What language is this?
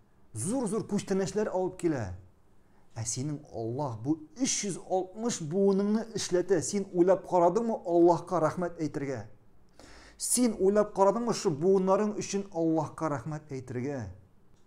Tatar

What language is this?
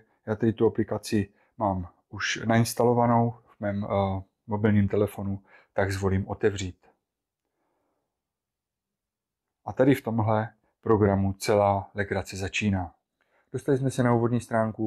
Czech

